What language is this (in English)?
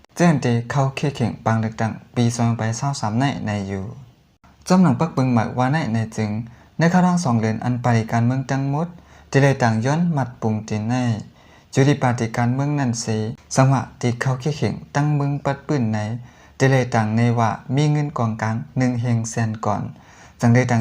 Shan